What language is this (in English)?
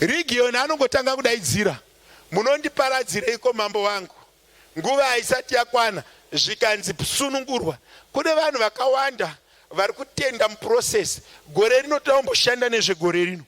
Shona